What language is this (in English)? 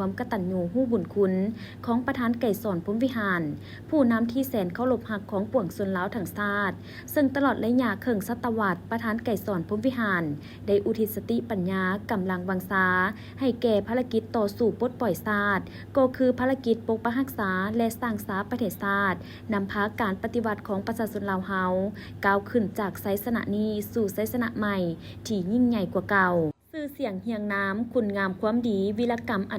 Lao